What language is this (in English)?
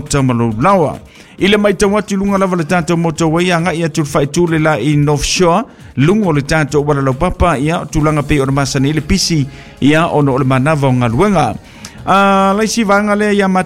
Samoan